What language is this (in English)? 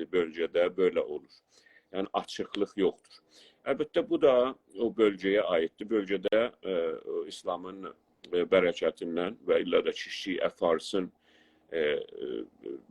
South Azerbaijani